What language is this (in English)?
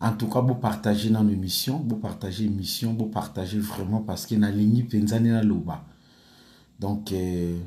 Lingala